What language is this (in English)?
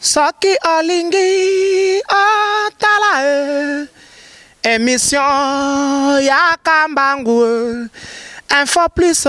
Lingala